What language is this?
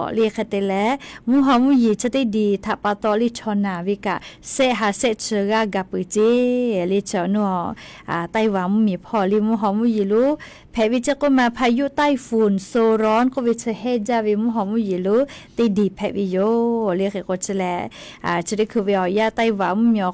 Lahu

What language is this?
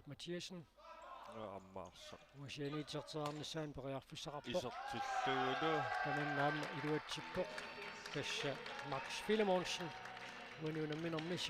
Kalaallisut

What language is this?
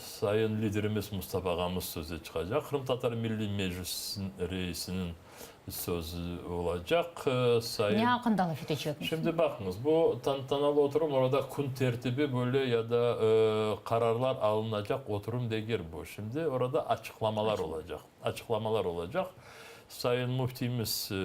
Crimean Tatar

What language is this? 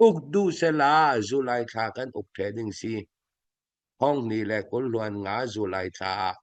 Falam Chin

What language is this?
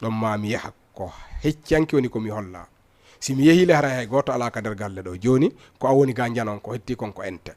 Fula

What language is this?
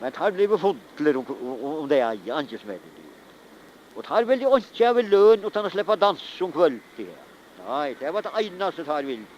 Faroese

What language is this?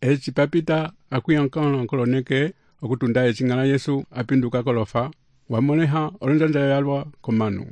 Umbundu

